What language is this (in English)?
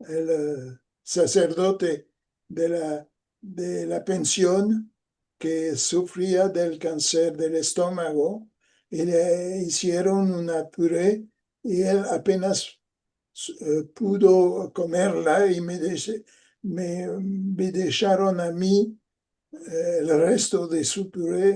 Ladino